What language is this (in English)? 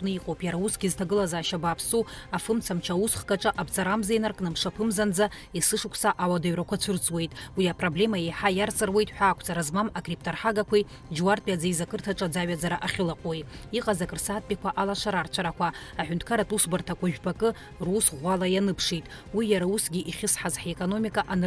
Abkhazian